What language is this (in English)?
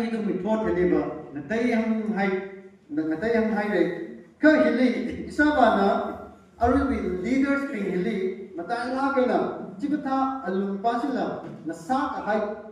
Tangkhul Naga (India)